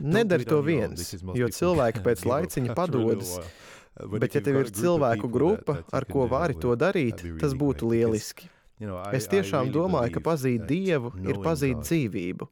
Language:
Latvian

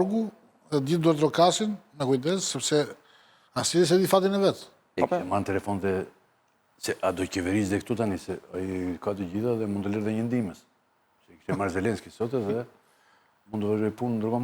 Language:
Albanian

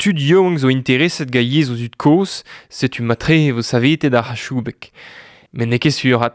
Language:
Breton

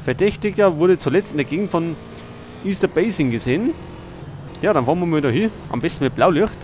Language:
Bavarian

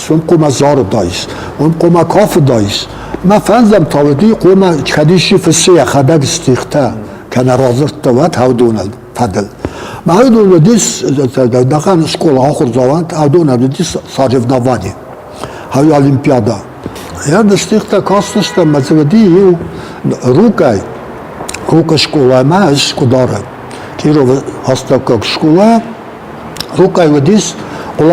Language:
Ossetic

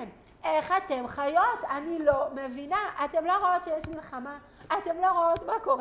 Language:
Hebrew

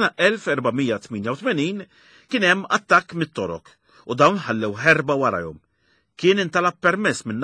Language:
Maltese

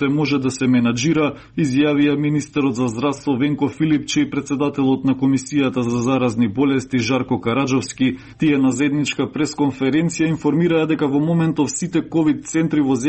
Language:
Macedonian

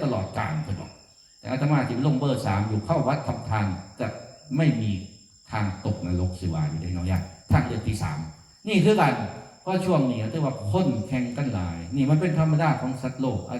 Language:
Northeastern Thai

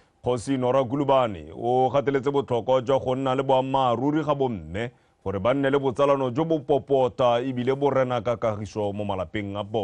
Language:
Tswana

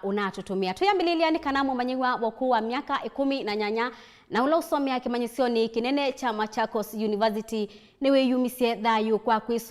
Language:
Kamba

